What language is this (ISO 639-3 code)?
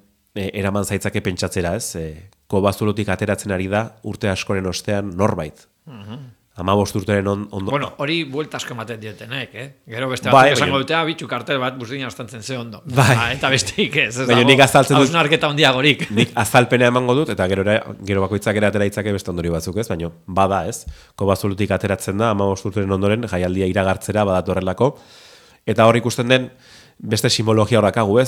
eus